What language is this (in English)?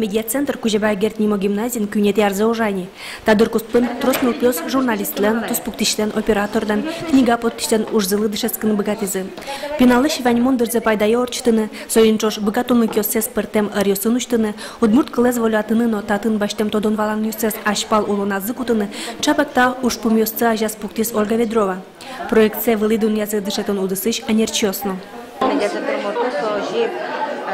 Udmurt